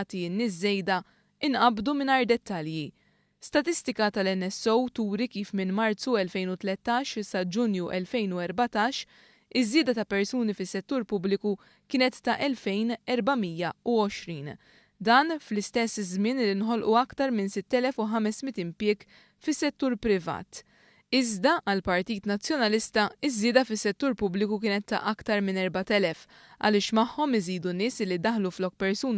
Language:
Maltese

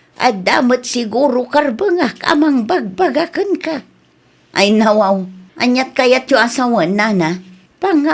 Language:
Iloko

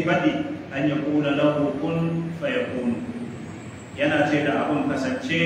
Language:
Hausa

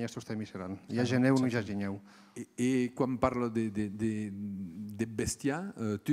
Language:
Occitan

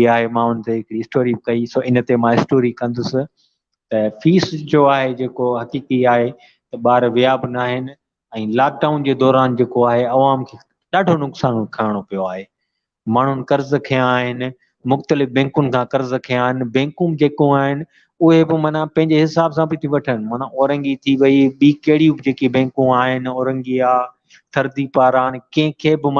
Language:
Sindhi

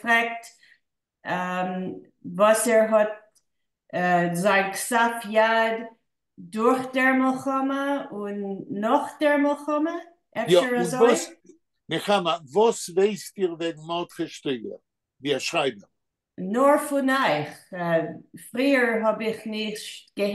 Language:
Yiddish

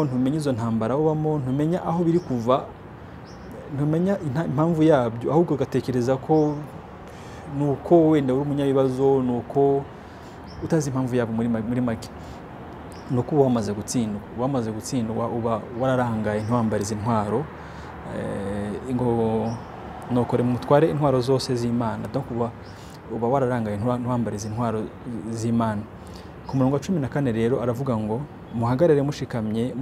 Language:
Kinyarwanda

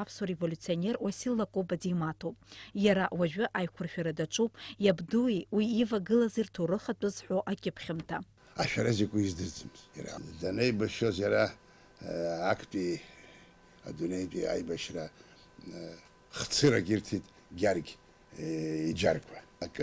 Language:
Abkhazian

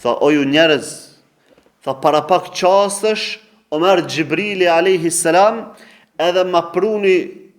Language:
Albanian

